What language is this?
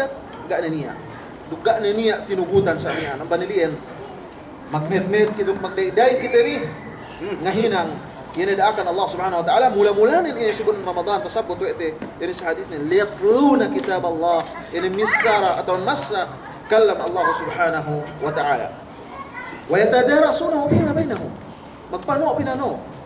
Yakan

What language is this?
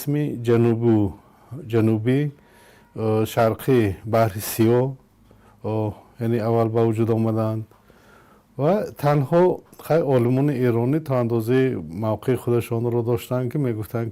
Tajik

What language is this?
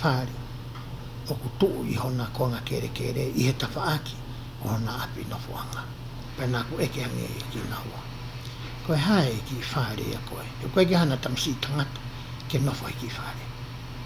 Tongan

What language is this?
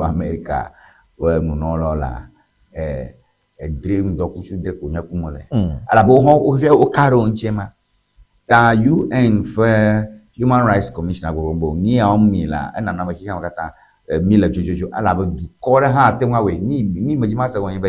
Ewe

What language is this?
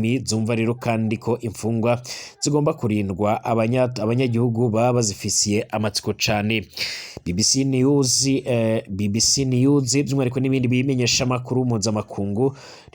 Rundi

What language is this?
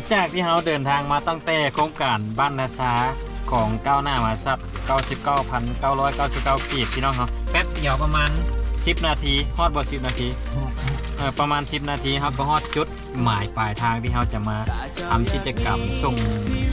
Lao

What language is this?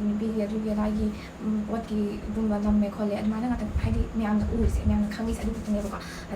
Manipuri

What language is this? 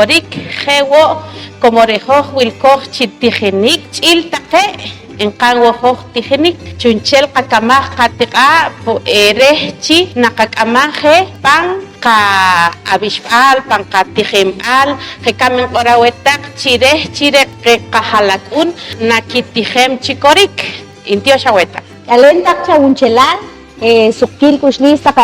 Poqomchi'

